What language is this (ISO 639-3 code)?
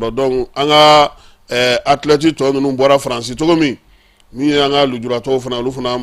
bam